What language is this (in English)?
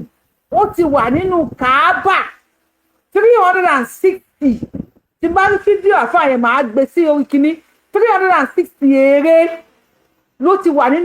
Yoruba